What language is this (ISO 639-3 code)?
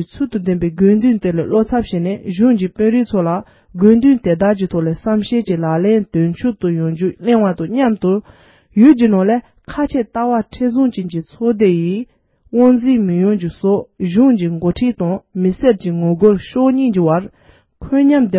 bod